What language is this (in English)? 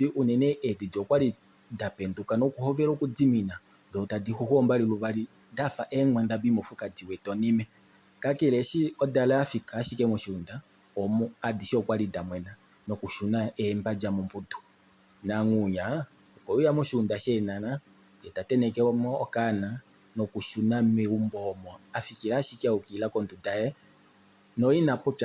Kuanyama